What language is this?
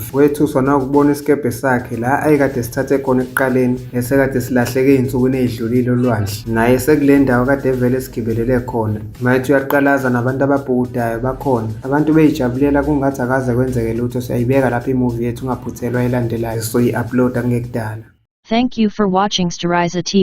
Zulu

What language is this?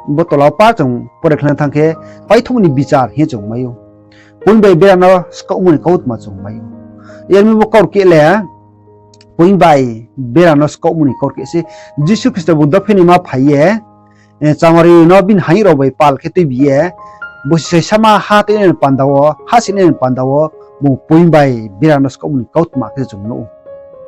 Riang (India)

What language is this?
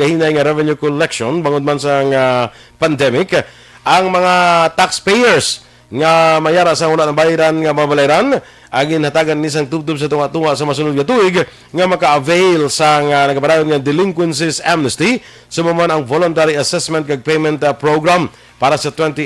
Hiligaynon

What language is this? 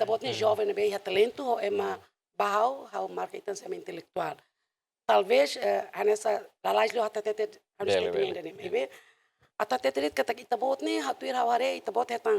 Tetum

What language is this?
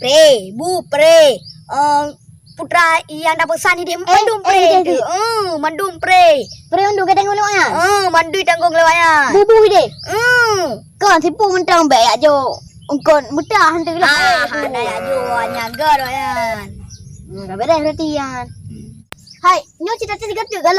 Achinese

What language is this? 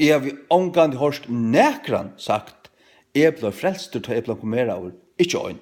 Faroese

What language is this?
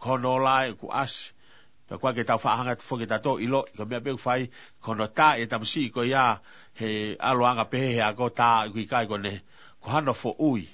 Tongan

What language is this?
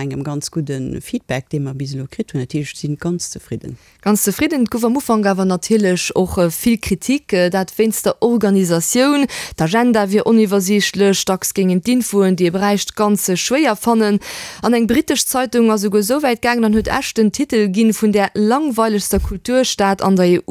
Luxembourgish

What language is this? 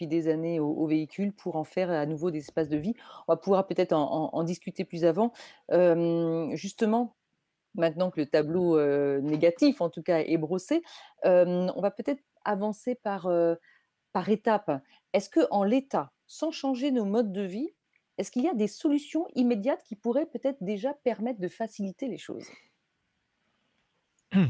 French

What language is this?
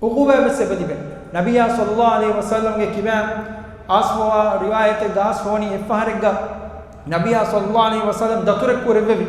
Divehi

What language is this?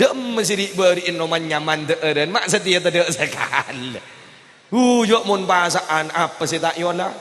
Madurese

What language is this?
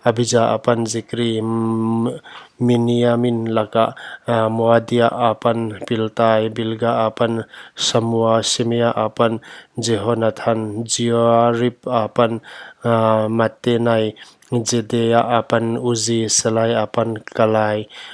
Paite Chin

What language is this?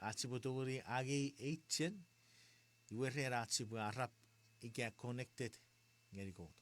Chuukese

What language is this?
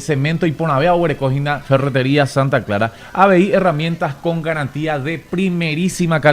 Guarani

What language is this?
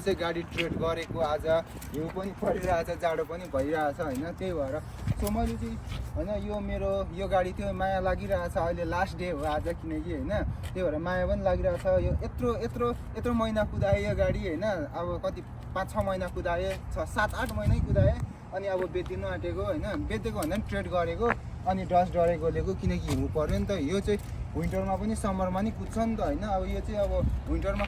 Nepali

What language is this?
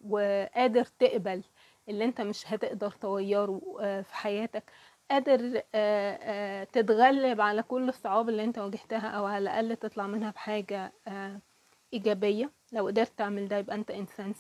Egyptian Arabic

